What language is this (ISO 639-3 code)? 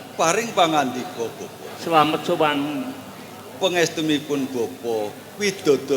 jav